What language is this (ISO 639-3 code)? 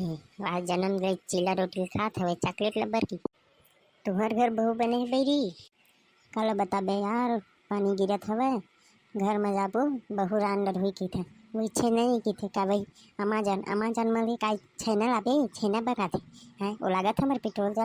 hne